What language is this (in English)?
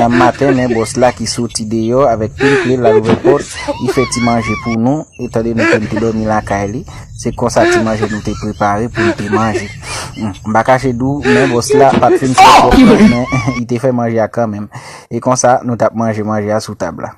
Haitian Creole